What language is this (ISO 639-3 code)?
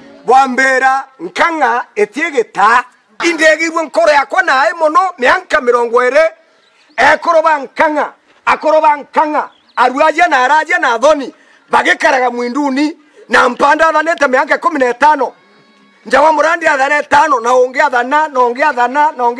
mer